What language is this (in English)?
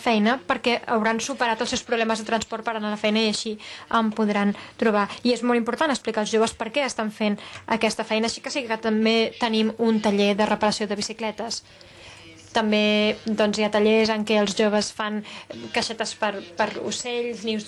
Catalan